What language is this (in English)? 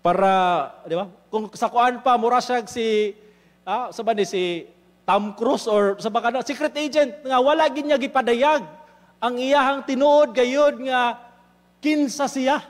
Cebuano